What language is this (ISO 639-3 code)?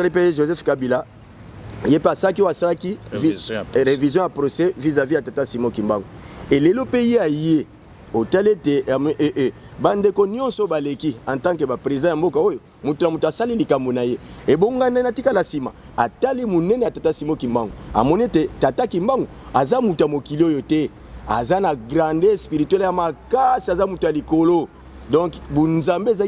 lin